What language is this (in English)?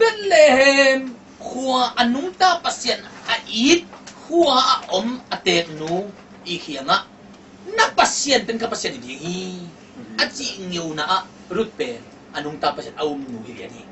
Tedim Chin